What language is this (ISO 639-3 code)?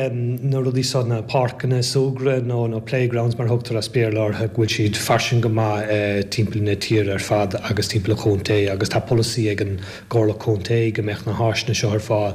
gle